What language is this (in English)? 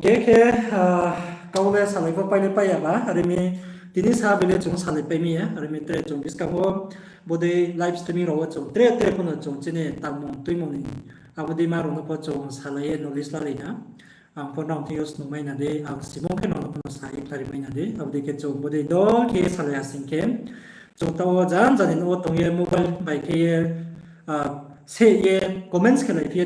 Riang (India)